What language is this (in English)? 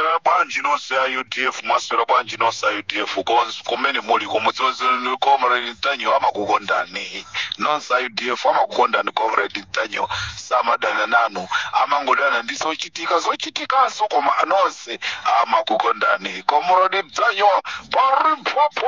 Nyanja